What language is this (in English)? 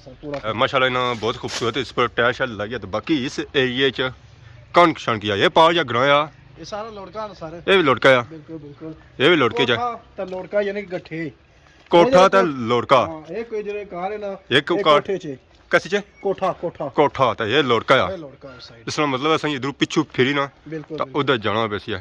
Pahari-Potwari